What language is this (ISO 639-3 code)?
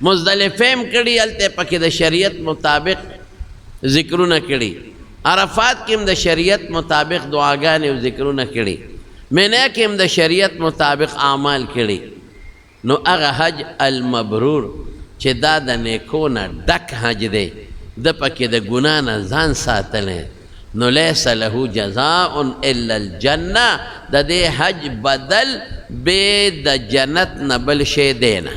pus